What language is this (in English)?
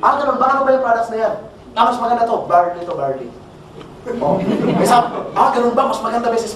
Filipino